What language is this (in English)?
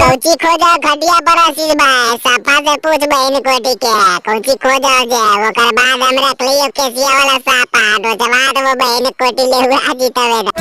Magahi